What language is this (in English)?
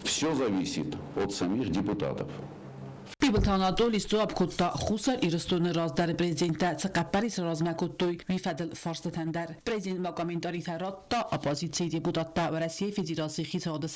Ossetic